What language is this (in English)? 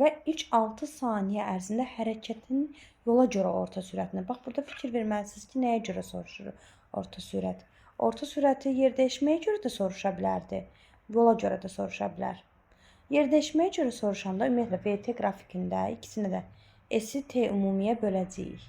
Azerbaijani